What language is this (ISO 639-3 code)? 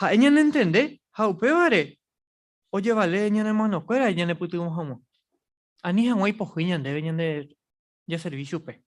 grn